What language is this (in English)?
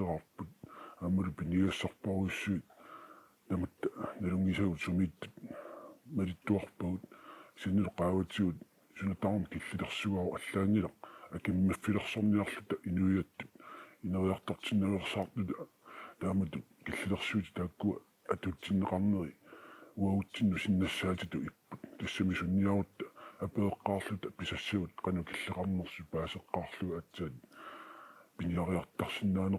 Kalaallisut